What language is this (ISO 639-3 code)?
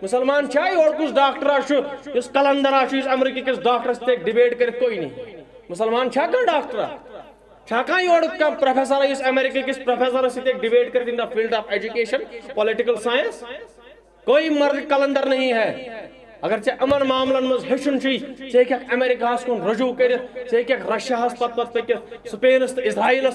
kas